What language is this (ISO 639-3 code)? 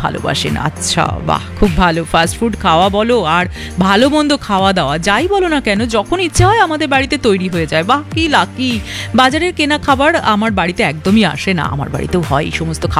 ben